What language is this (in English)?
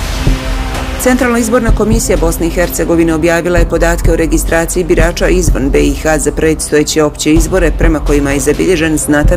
Bosnian